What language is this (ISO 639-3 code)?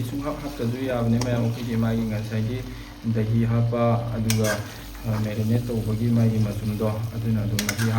mni